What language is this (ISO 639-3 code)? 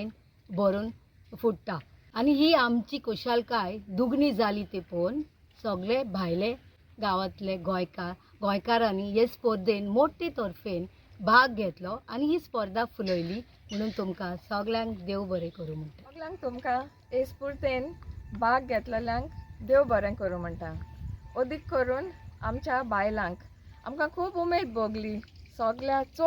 kok